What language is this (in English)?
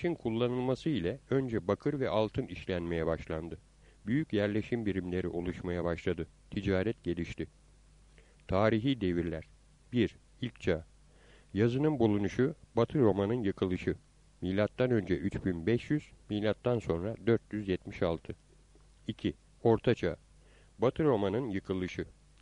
Turkish